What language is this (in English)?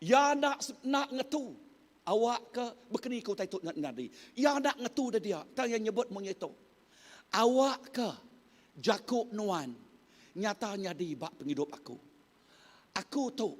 Iban